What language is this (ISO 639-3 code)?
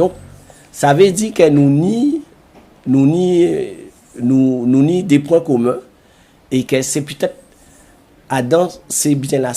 gcf